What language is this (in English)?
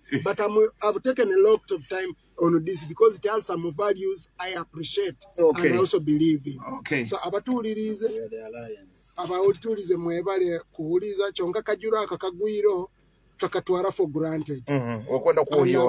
Nyoro